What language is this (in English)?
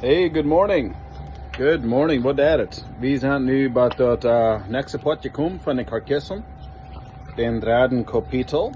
Plautdietsch